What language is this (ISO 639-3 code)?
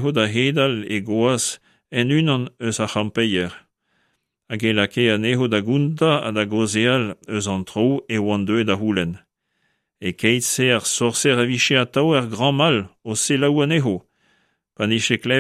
bre